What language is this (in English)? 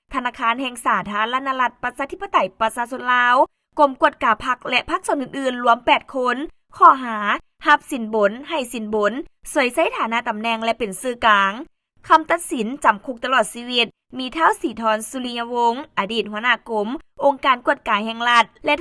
Lao